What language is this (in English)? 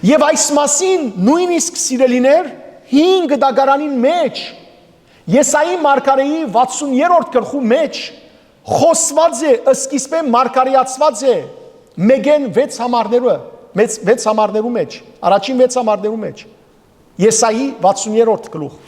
Western Armenian